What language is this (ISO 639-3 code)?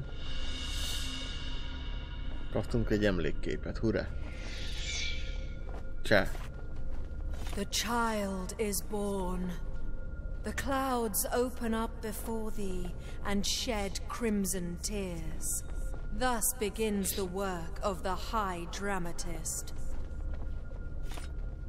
hun